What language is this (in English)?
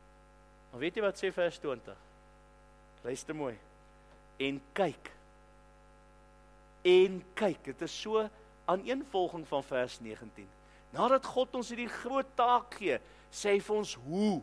Afrikaans